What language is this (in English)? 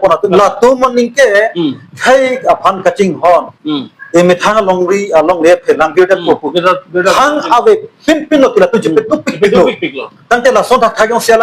Karbi